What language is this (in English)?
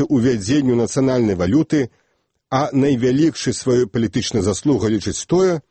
Belarusian